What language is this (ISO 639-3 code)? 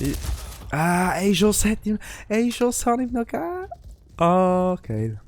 gsw